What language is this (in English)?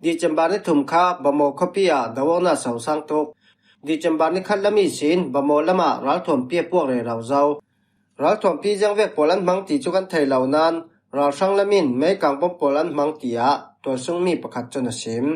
Falam Chin